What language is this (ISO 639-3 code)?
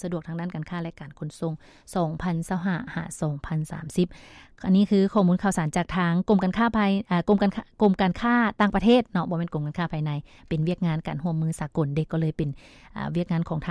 lao